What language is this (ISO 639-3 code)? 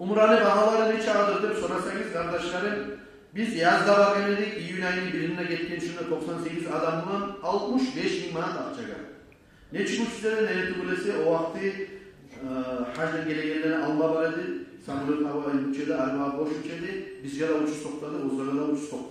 kum